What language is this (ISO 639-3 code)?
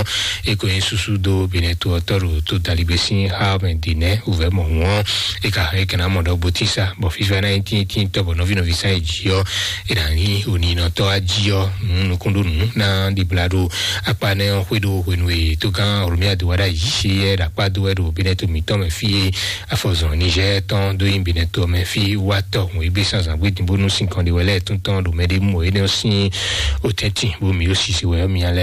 fon